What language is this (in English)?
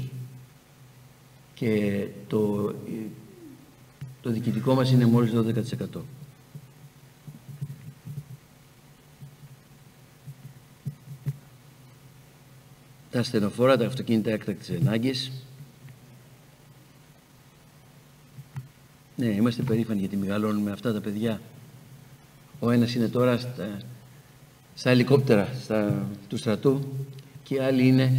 Greek